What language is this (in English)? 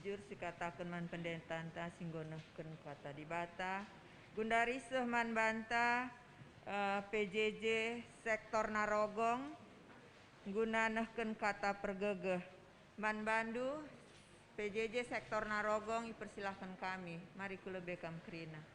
Batak Karo